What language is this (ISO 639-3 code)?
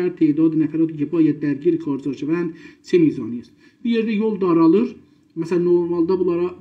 azb